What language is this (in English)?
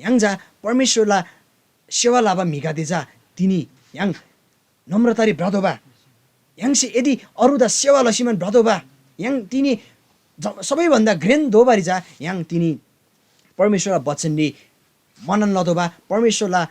Eastern Tamang